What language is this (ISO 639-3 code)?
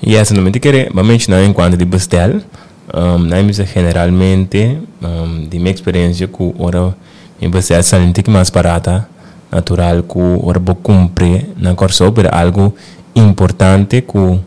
pap